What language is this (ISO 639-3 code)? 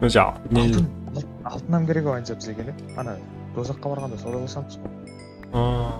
kaa